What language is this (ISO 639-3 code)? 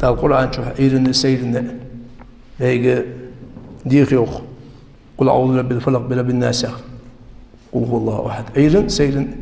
inh